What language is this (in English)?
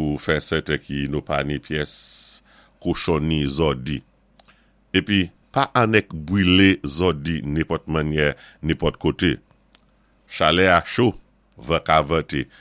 Saint Lucian Creole French